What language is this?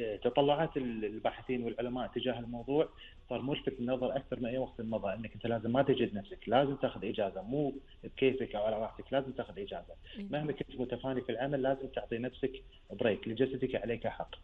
Gulf Arabic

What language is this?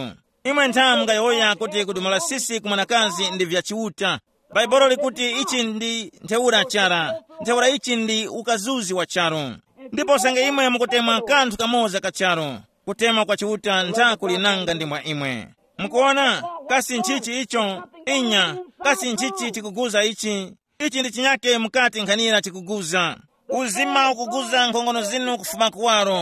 Tumbuka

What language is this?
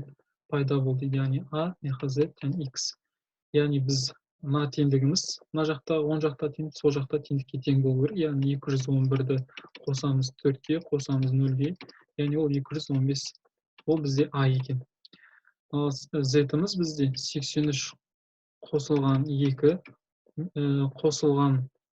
Kazakh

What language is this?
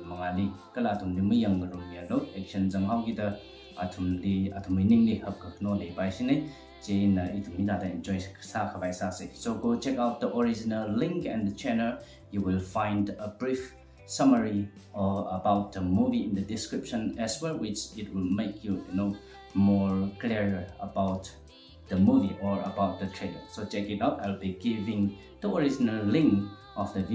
Tangkhul Naga (India)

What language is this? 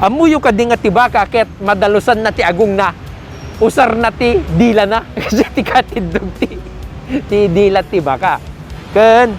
Iloko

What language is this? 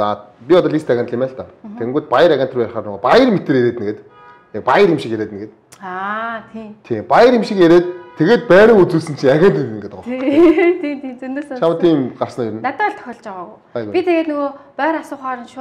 Mongolian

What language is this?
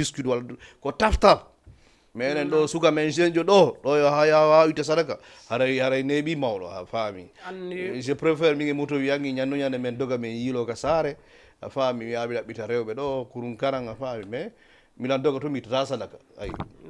Fula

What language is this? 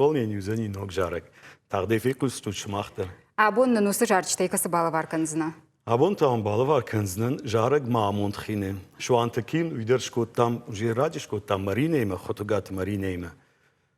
Ossetic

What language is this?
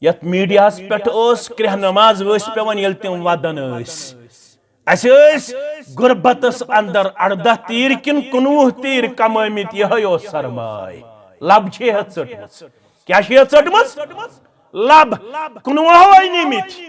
Kashmiri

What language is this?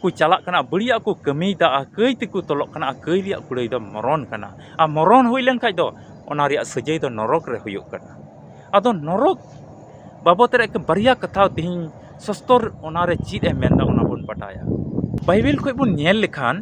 Santali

